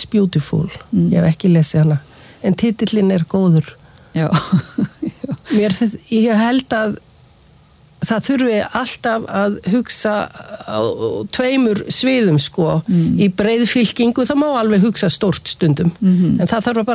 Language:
Icelandic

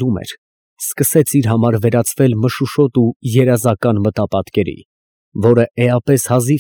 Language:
Armenian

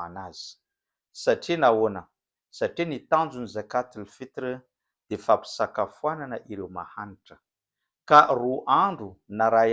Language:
Malagasy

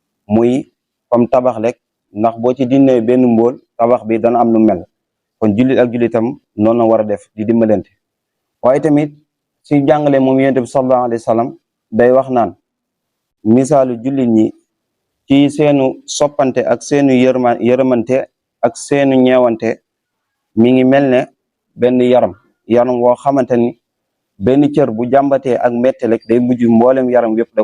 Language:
Wolof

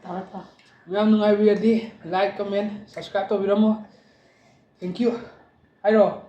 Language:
Manipuri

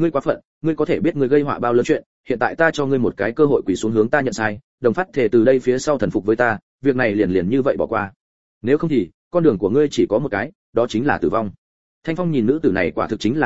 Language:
Vietnamese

